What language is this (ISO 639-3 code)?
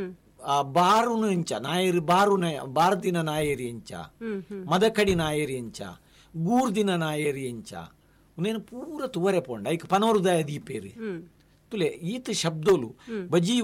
tcy